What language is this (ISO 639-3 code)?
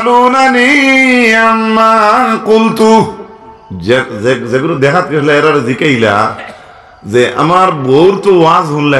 syl